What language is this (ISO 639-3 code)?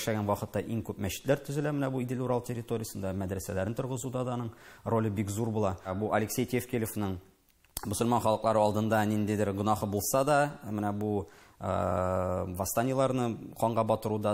tat